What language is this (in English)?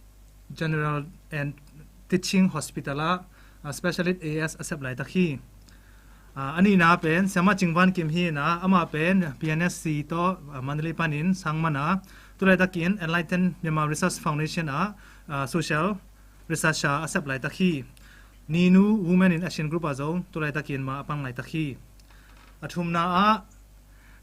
Tedim Chin